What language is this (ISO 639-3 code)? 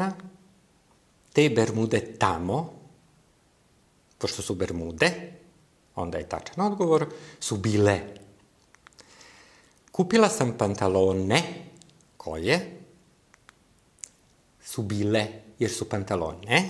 srp